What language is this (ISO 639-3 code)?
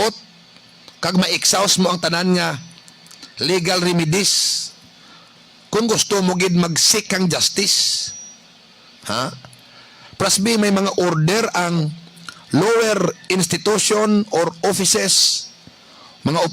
hil